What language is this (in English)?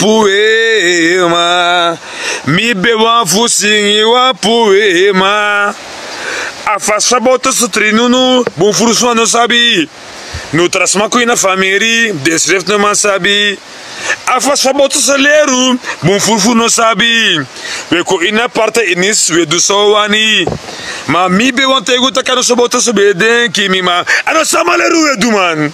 Sranan Tongo